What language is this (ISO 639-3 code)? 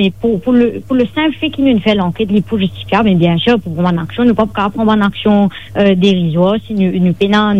mfe